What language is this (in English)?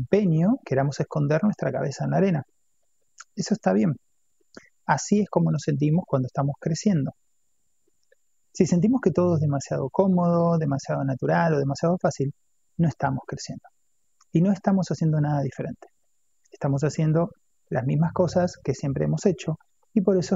Spanish